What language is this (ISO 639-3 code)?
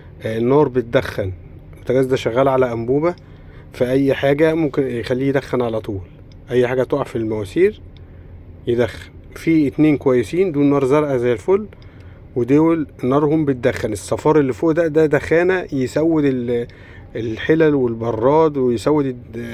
arz